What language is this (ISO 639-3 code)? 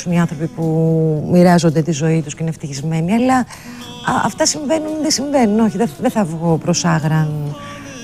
ell